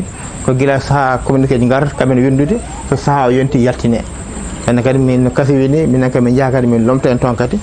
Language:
Fula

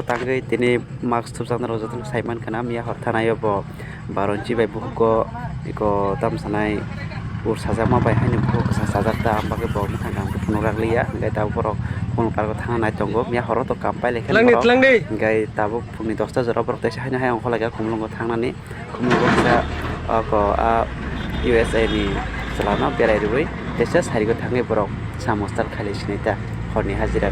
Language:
Kok Borok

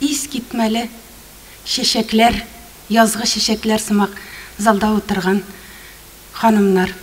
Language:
Tatar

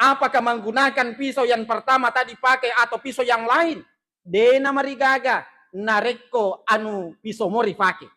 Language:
Buginese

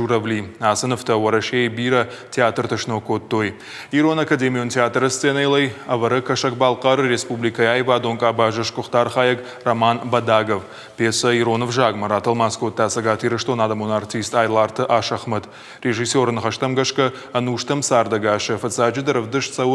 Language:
Ossetic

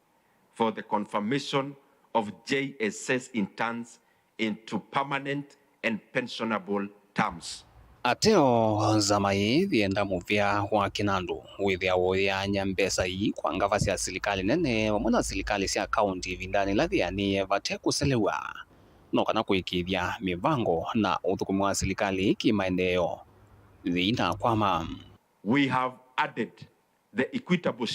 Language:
Kamba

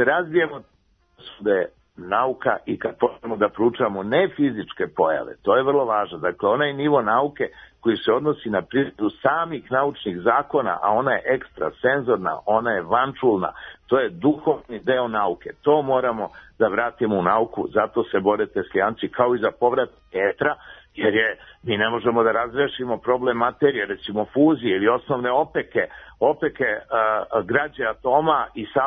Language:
Serbian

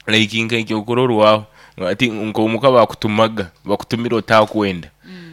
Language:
Nyoro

